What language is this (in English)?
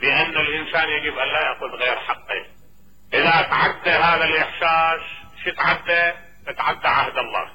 Mesopotamian Arabic